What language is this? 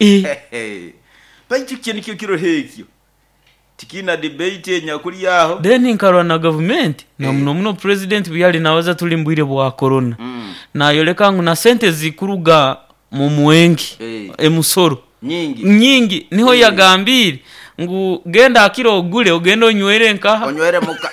Nyoro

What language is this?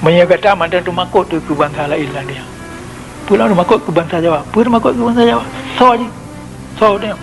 Achinese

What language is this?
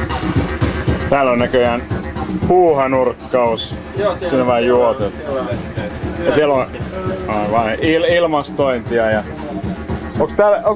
Finnish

